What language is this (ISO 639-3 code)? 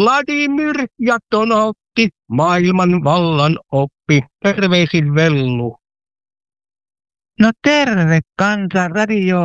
fin